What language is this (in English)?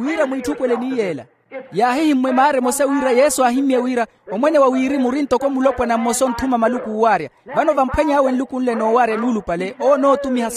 Makhuwa